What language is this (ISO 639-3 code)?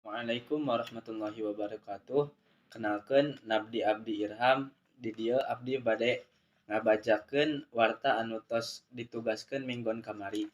sun